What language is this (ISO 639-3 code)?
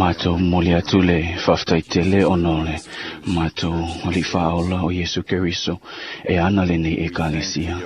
smo